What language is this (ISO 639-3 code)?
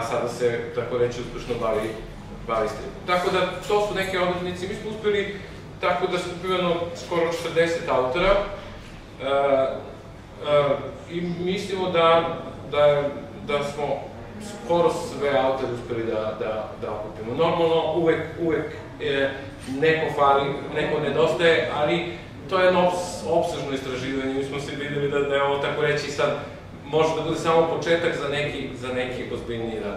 srp